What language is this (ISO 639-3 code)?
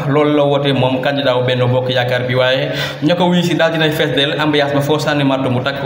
wol